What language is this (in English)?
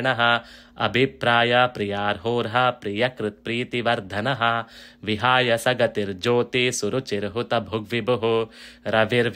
Sanskrit